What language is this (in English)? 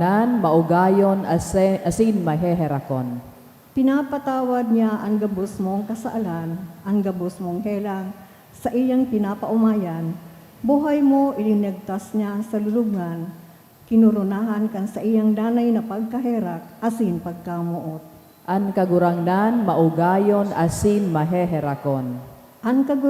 Bikol